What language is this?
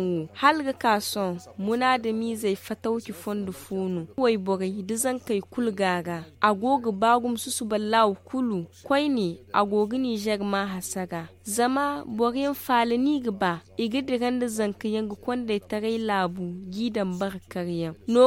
Zarma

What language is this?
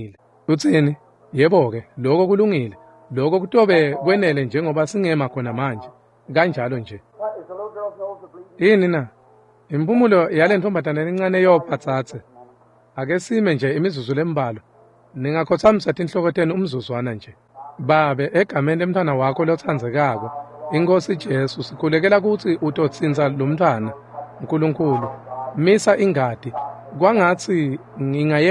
Swati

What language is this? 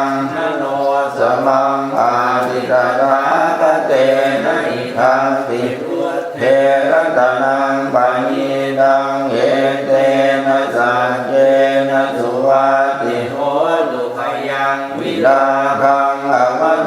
Pali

